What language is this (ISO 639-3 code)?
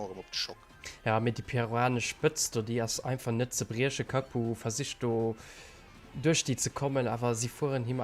ltz